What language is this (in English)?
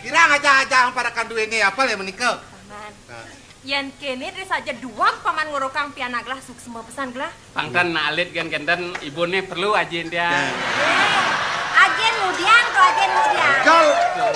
Balinese